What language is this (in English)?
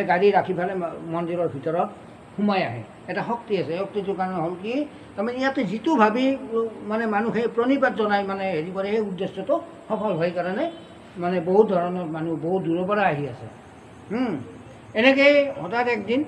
Assamese